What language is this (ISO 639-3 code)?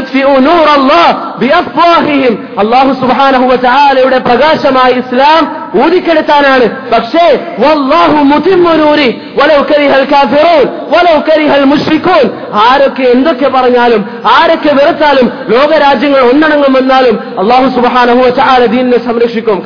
mal